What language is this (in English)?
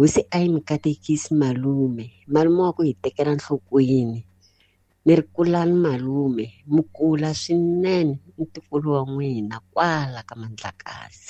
Tsonga